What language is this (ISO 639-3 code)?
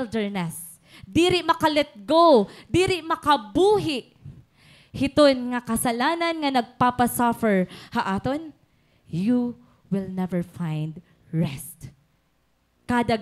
war